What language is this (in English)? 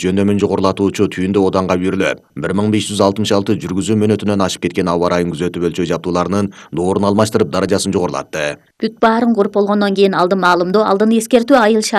Kyrgyz